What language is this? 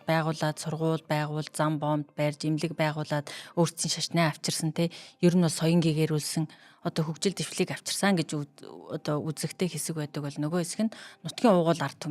Mongolian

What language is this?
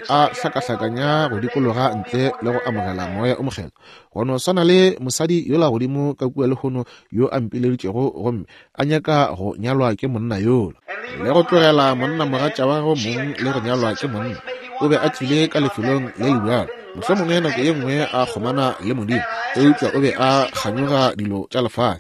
Northern Sotho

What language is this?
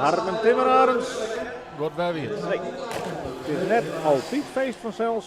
Western Frisian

